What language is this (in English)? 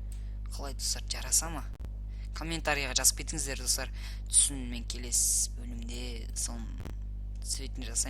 Kazakh